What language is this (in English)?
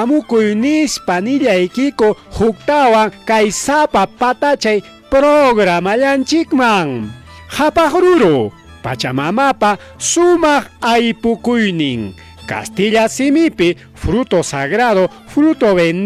Ayacucho Quechua